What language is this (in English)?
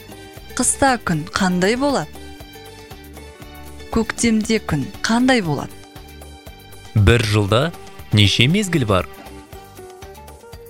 Kazakh